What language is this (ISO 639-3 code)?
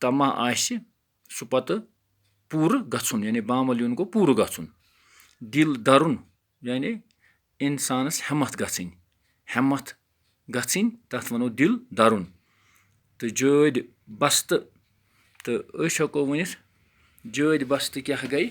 kas